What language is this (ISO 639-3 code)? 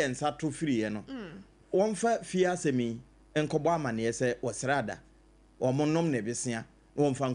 aka